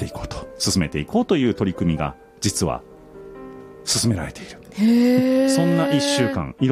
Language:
Japanese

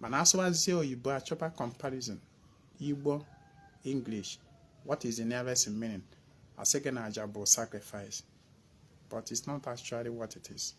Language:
Igbo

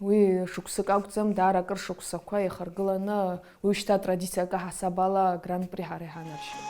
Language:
Abkhazian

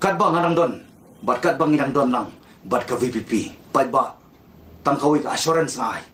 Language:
Khasi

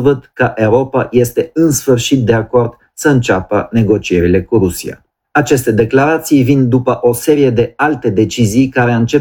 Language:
Romanian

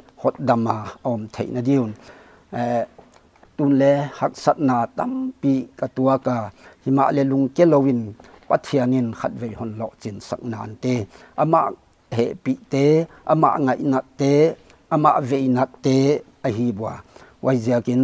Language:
Paite Chin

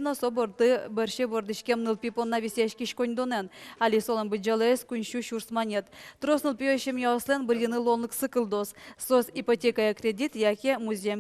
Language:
Udmurt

